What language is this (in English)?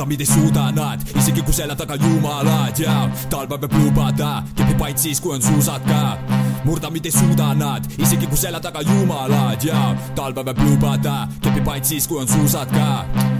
Estonian